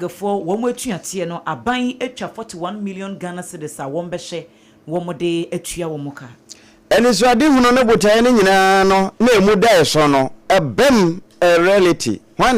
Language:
Akan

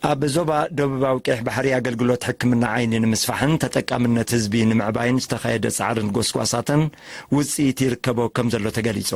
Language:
Tigrinya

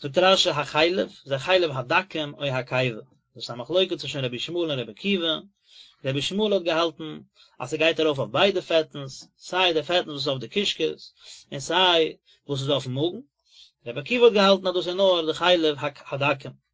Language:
Yiddish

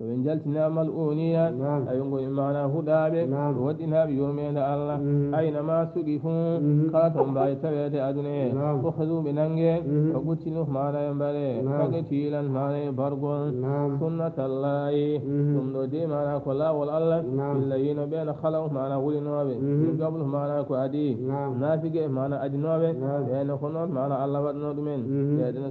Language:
Fula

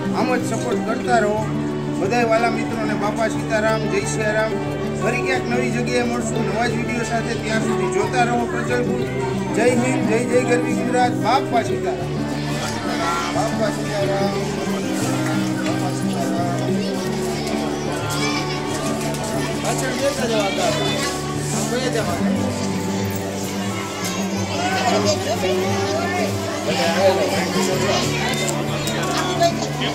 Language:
Gujarati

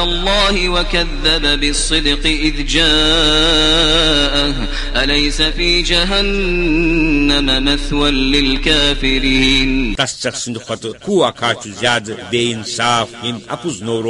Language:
Kashmiri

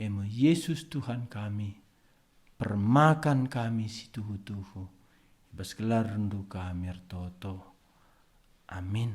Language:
Batak Karo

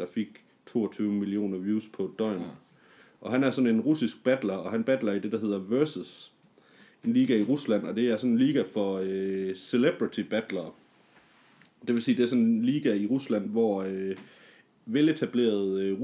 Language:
Danish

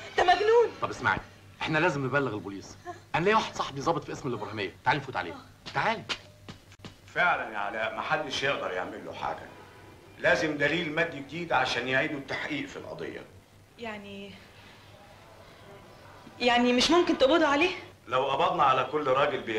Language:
Egyptian Arabic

